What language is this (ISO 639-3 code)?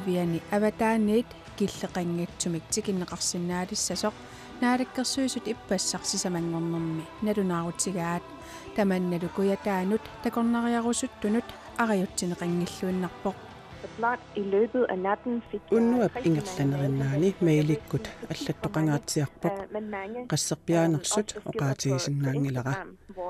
kal